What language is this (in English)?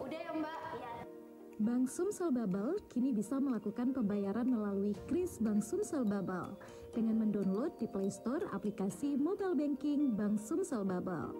Musi